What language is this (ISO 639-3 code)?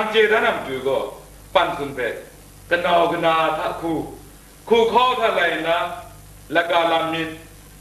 kac